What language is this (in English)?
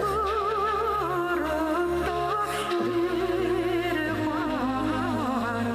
Bashkir